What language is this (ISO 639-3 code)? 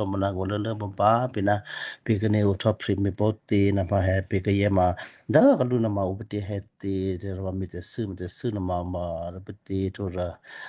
kyu